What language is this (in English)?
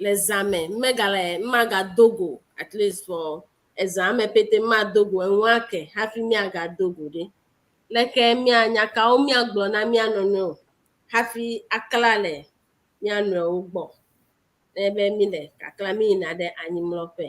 Ewe